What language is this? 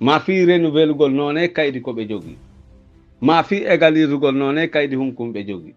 Pular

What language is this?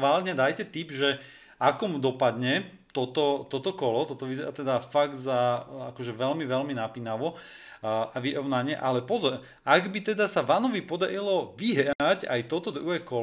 Slovak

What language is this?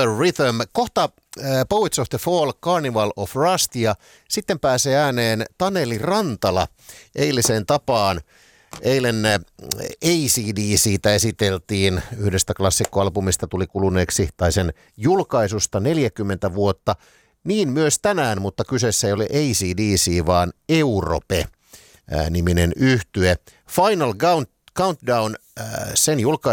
Finnish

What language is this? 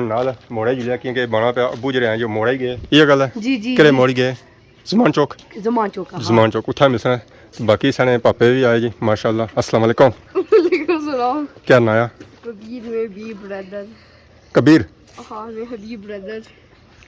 Pahari-Potwari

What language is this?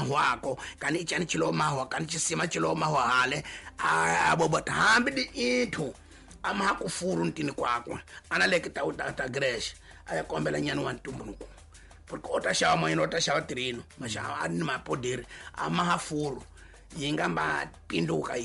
Tsonga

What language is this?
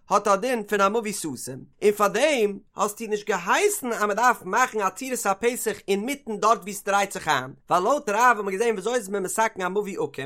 Yiddish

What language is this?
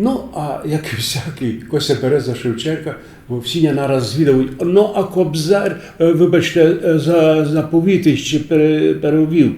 Rusyn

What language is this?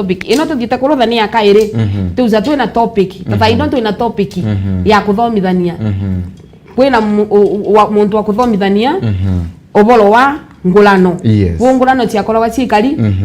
Meru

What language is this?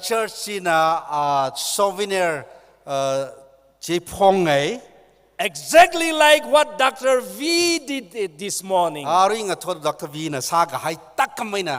Tangkhul Naga (India)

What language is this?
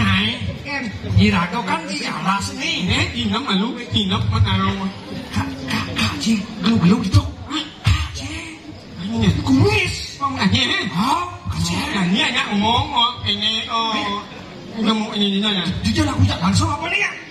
Balinese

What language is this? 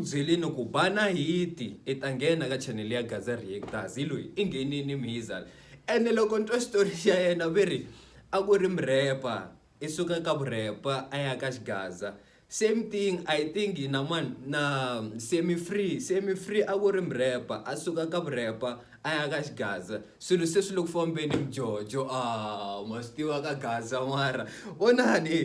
Tsonga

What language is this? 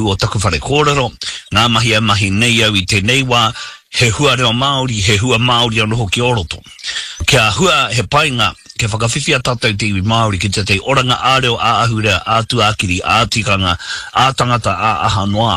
Māori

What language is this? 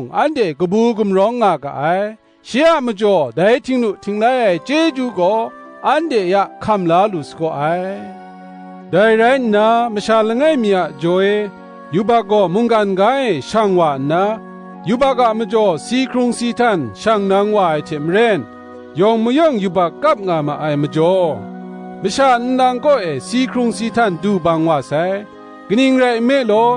Kachin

